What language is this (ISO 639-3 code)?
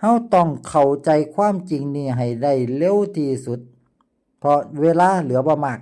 lao